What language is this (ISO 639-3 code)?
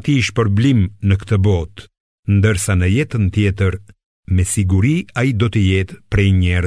sqi